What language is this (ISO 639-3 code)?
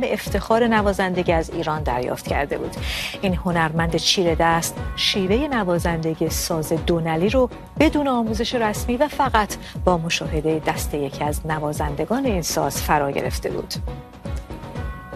fas